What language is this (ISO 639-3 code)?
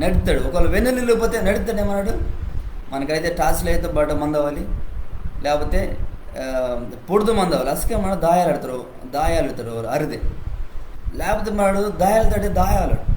kff